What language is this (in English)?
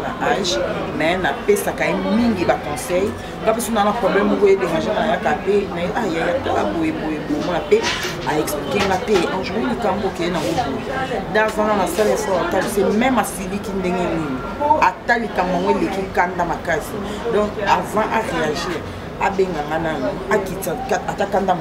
Lingala